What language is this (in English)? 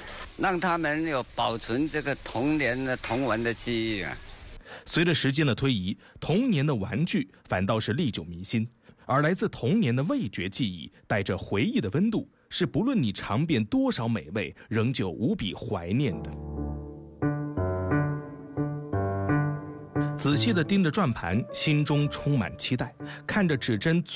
Chinese